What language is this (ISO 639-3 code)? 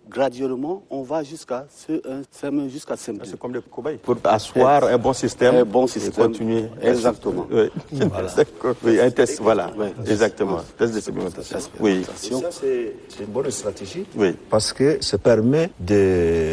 fra